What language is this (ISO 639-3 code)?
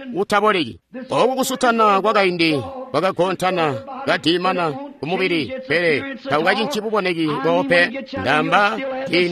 toi